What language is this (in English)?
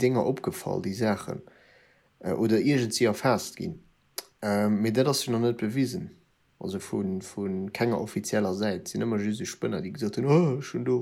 Luxembourgish